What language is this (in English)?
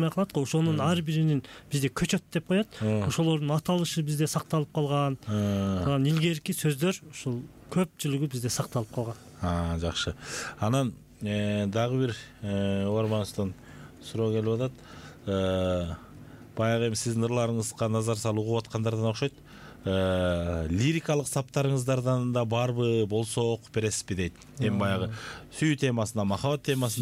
Kyrgyz